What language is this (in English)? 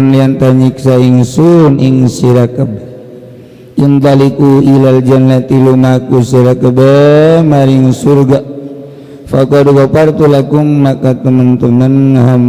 Sundanese